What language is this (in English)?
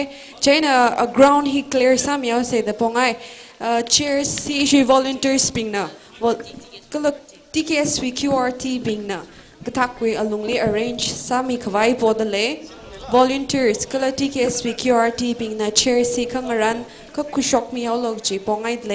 Tangkhul Naga (India)